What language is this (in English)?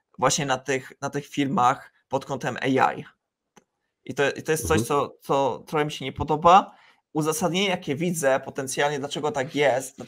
Polish